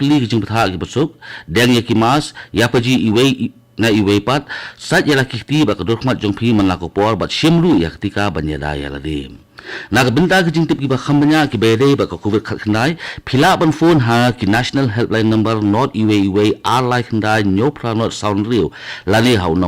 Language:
Khasi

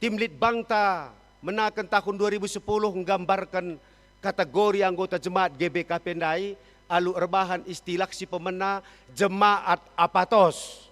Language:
Batak Karo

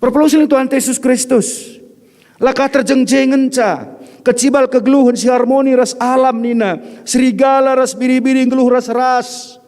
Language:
Batak Karo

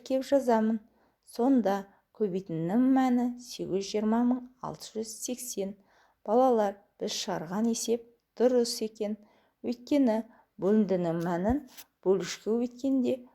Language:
Kazakh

